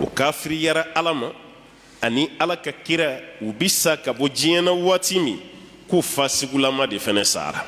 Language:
Bambara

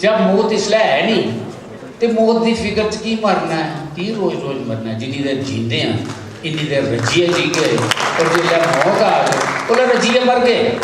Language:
Dogri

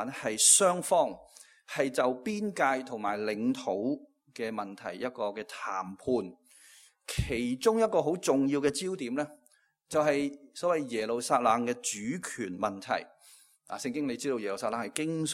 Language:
Cantonese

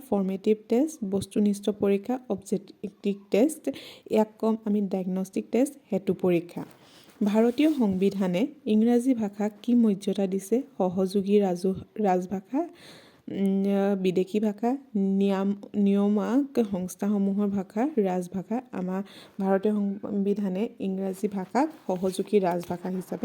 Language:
Assamese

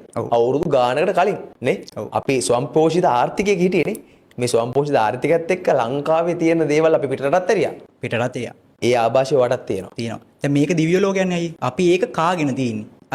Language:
Sinhala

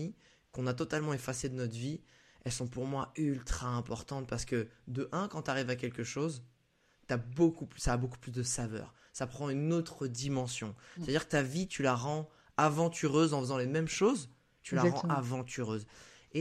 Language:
French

